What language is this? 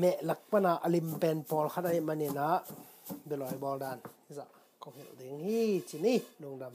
Tedim Chin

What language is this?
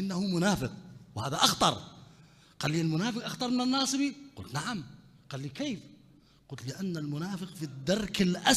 Mesopotamian Arabic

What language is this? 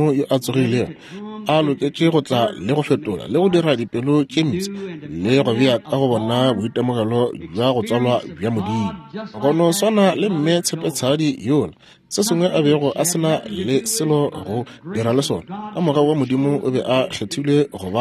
Northern Sotho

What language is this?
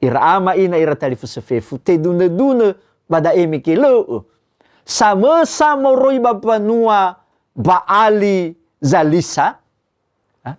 Nias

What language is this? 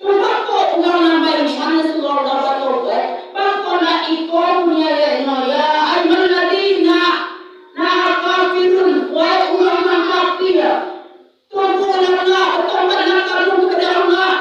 Minangkabau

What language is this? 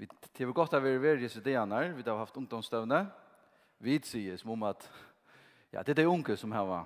Faroese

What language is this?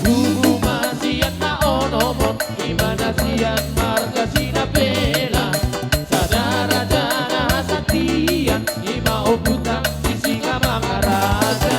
Batak Toba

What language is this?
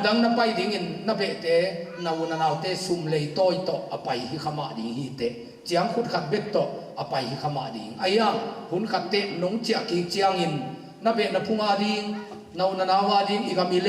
Tedim Chin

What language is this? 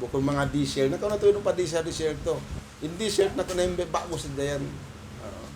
Tausug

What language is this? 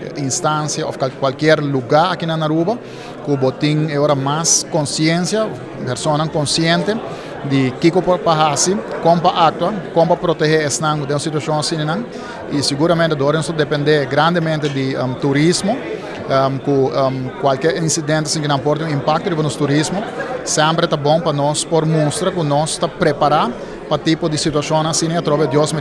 Papiamento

